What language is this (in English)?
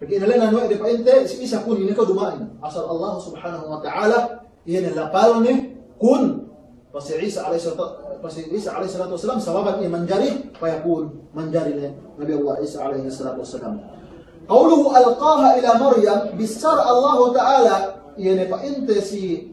Yakan